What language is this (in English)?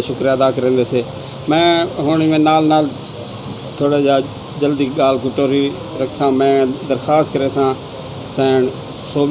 Saraiki